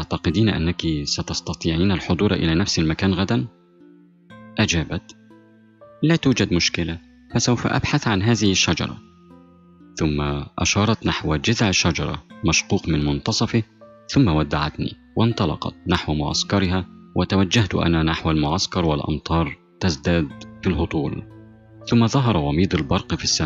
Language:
Arabic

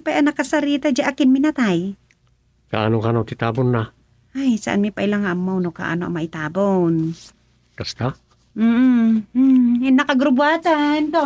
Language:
Iloko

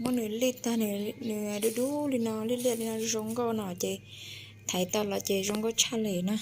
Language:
Hmong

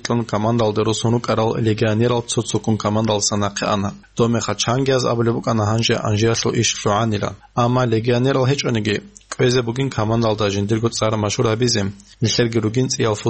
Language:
Avaric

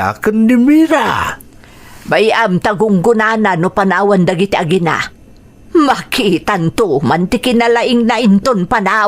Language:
Iloko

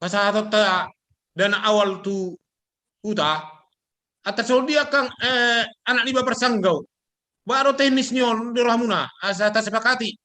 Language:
Batak Toba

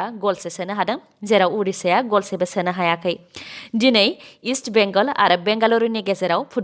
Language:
Bodo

